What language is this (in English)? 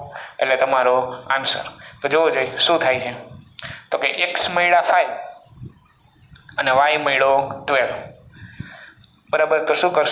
Gujarati